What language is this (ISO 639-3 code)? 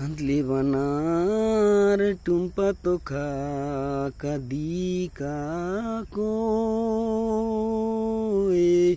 kru